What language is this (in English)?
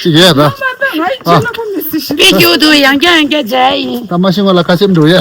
Tibetan